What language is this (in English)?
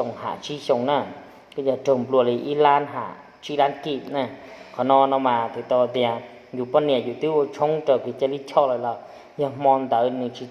Hmong